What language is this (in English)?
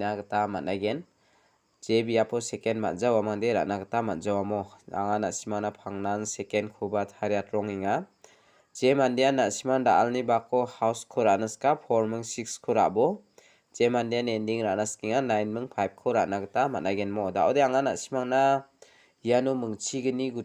Garo